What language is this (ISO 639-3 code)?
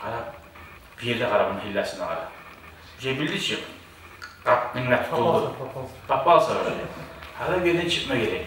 kum